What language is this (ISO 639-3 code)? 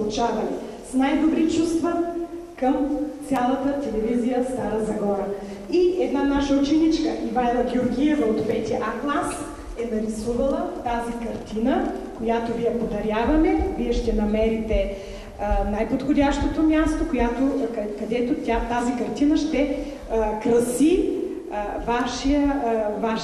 bul